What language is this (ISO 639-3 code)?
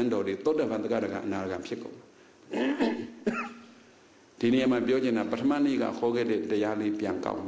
mya